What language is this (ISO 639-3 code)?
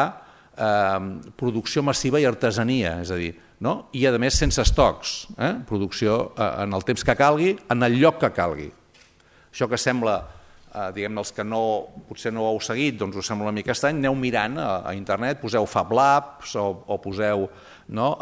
cat